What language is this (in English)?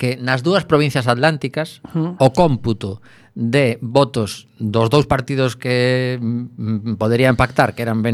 Galician